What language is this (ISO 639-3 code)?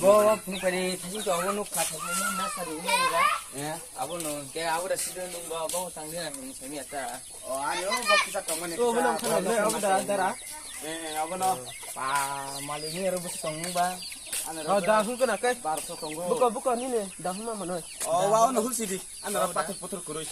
trp